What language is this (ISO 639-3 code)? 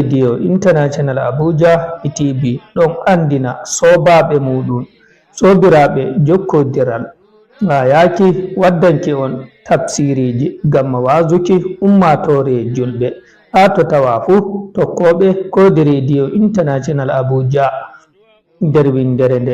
ful